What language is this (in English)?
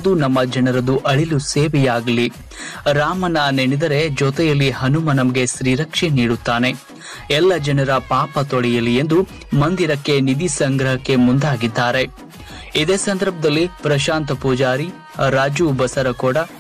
Kannada